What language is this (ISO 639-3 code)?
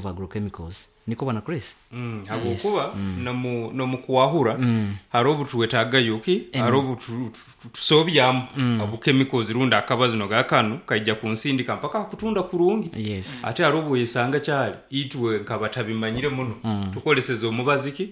nyo